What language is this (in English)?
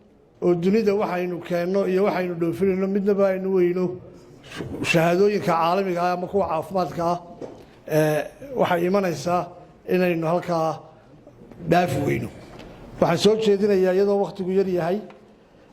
Somali